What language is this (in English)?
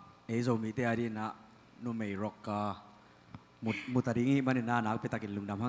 Tedim Chin